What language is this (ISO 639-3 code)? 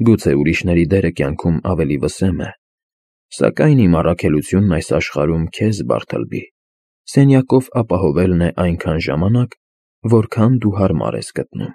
hye